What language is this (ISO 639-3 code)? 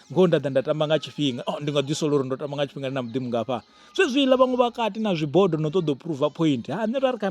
ven